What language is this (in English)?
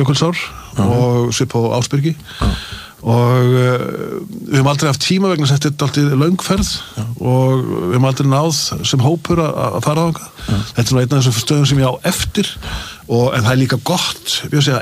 Icelandic